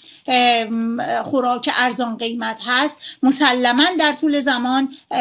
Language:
Persian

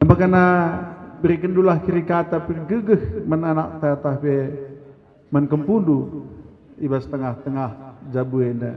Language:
Batak Karo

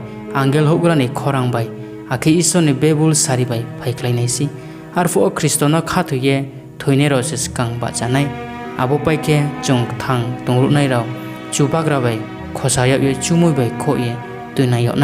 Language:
Riang (India)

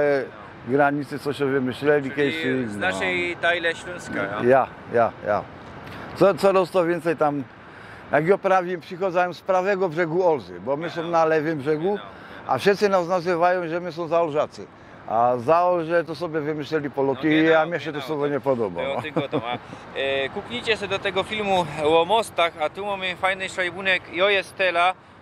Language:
Silesian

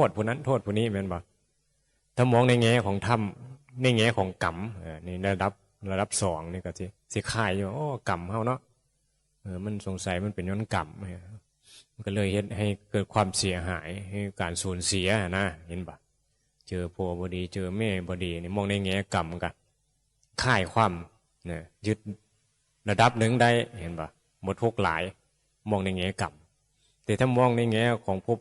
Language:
Northeastern Thai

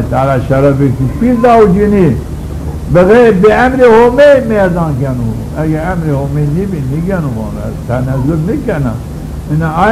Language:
Zaza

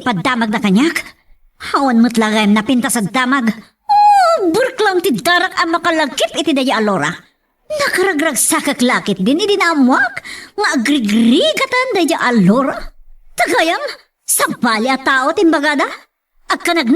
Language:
Iloko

